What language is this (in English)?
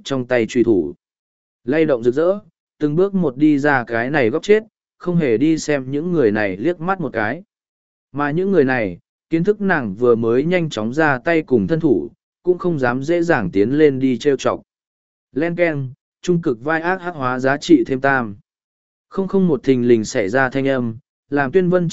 Vietnamese